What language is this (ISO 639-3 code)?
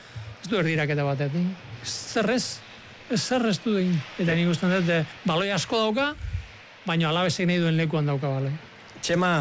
eus